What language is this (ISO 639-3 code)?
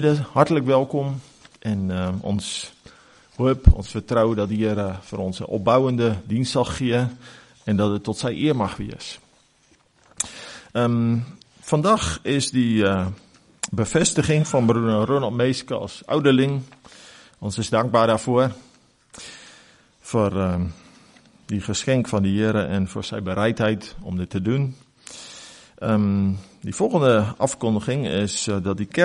afr